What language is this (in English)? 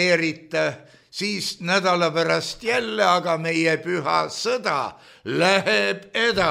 Estonian